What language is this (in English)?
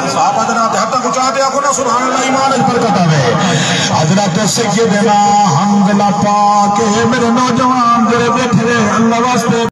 Saraiki